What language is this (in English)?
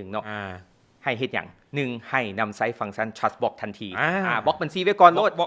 Lao